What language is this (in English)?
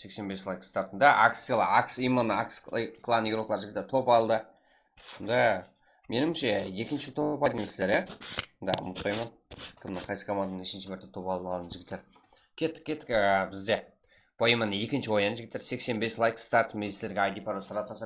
Kara-Kalpak